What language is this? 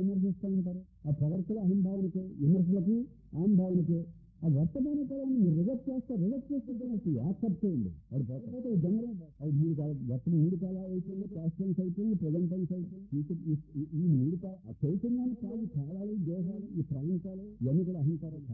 Telugu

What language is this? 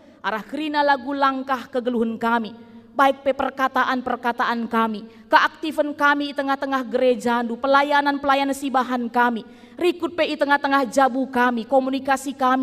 Batak Karo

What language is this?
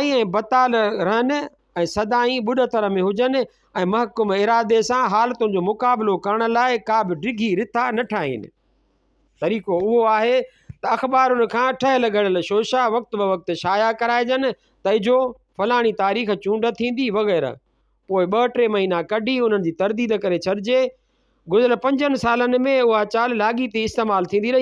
Sindhi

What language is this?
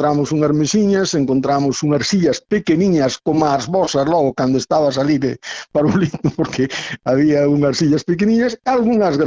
Galician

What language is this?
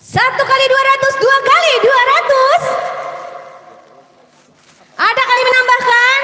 Banjar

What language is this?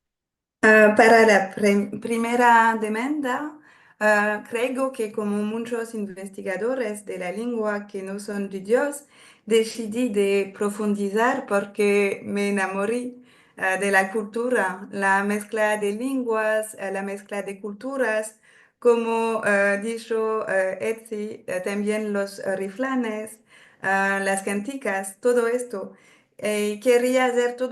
Ladino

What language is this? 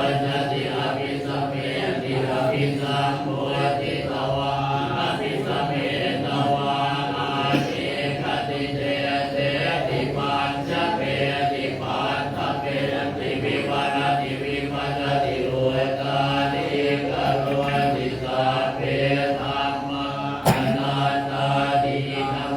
Pali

